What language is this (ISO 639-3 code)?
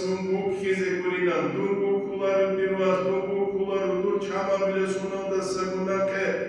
ava